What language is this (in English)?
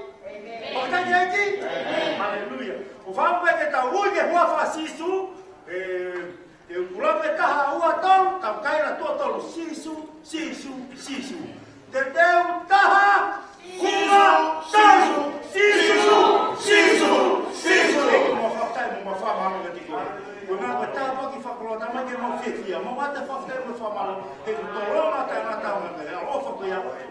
Tongan